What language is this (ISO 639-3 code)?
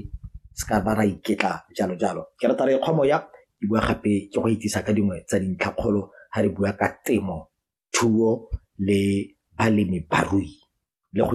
tsn